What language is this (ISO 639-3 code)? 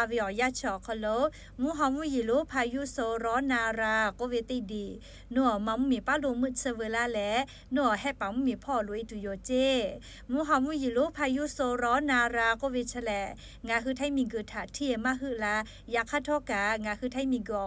lhu